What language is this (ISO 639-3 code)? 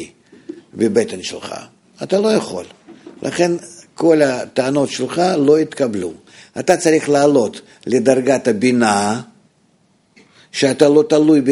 heb